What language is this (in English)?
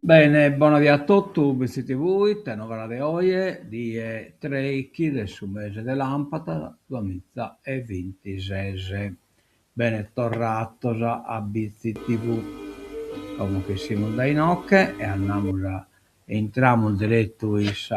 Sardinian